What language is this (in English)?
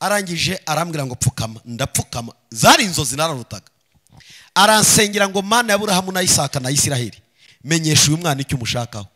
Kinyarwanda